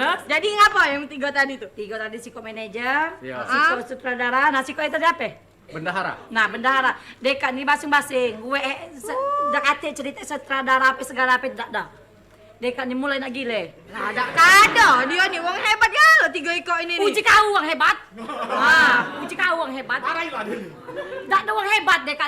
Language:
Musi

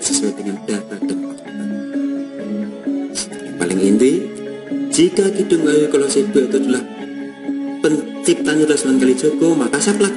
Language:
Indonesian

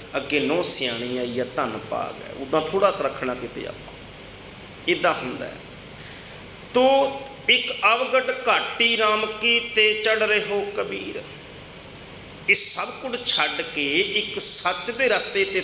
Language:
Punjabi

